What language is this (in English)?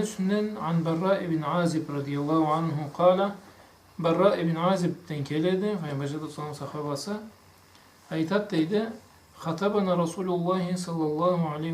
Karachay-Balkar